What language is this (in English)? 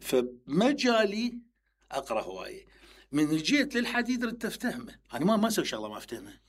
Mesopotamian Arabic